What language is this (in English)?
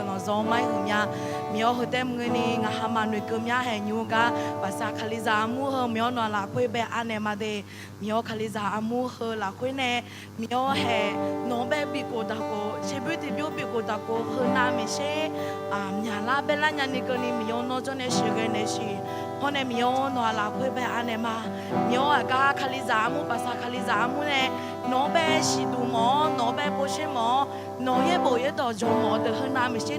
Akha